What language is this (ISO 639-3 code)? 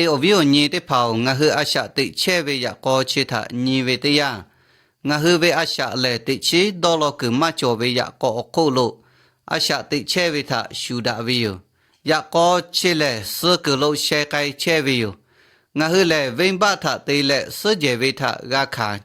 lhu